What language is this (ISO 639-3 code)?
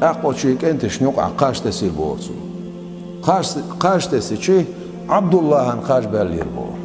che